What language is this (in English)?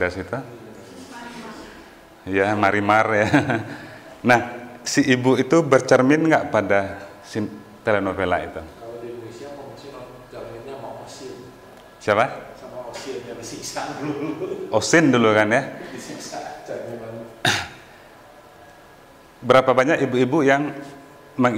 Indonesian